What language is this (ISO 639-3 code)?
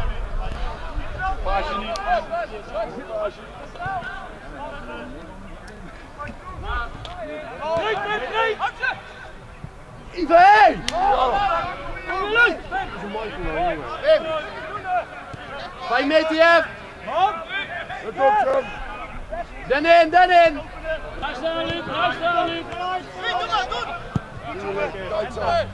nld